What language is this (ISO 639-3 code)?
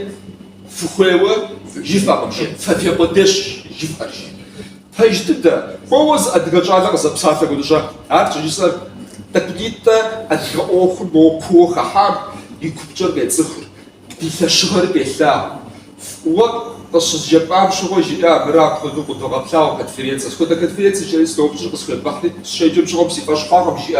kbd